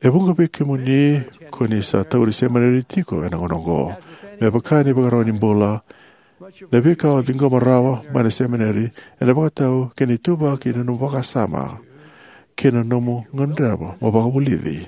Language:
Fijian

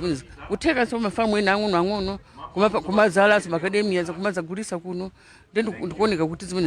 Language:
Nyanja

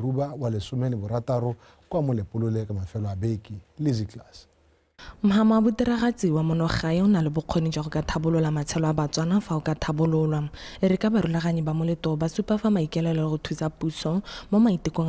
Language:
Tswana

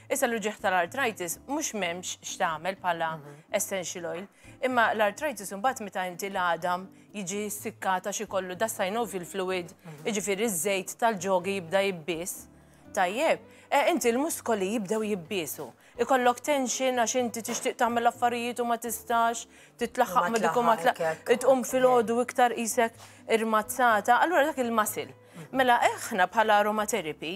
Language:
Maltese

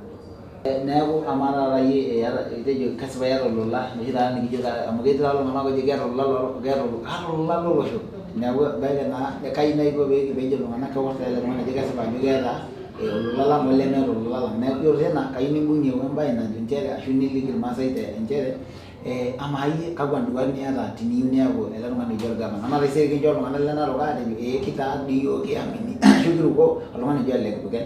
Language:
Masai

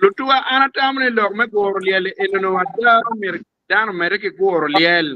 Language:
Acoli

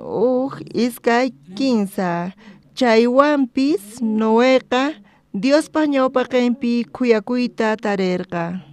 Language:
South Bolivian Quechua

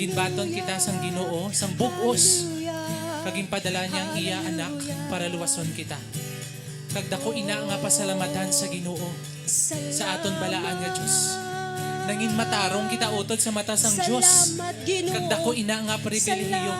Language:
Hiligaynon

